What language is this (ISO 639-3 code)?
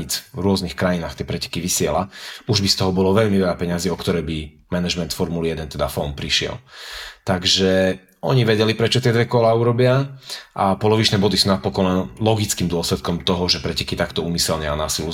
slk